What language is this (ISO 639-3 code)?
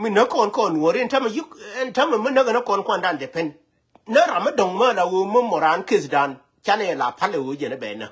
nus